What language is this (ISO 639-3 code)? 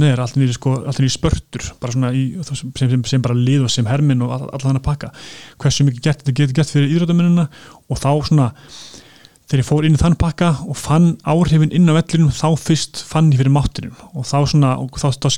isl